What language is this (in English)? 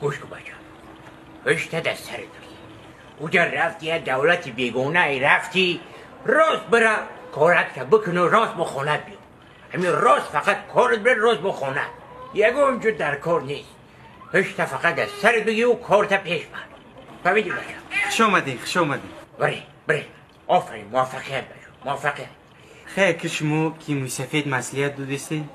Tajik